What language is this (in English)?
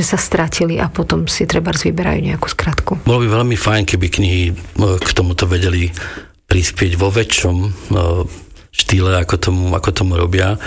Slovak